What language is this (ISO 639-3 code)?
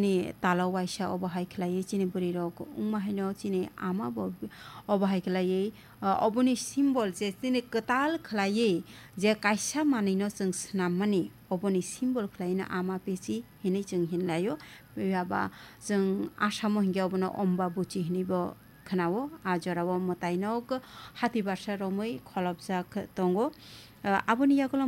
trp